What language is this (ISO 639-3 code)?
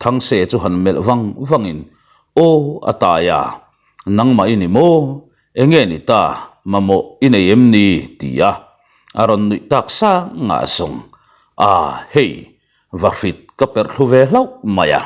lus